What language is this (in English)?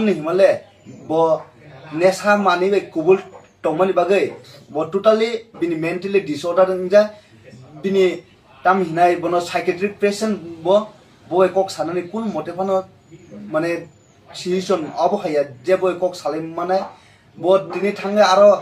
Kok Borok